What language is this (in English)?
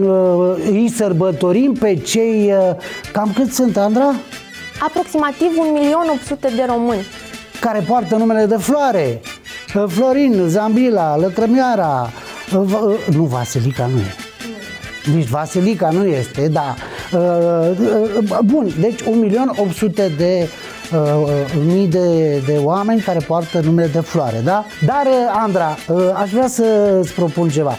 Romanian